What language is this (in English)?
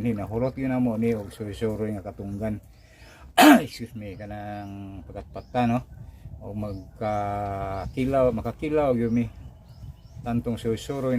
Cebuano